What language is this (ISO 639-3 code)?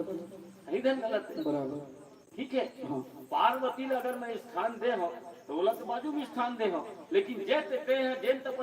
hne